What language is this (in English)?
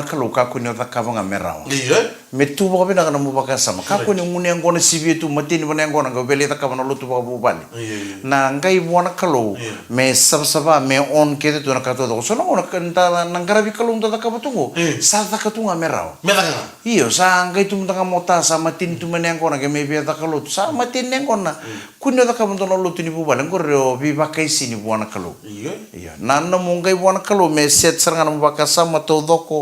Fijian